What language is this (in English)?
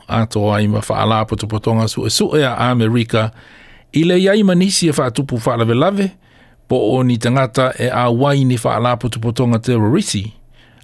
Samoan